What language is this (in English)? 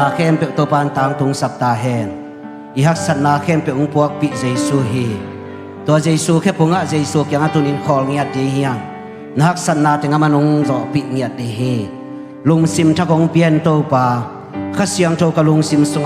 Tedim Chin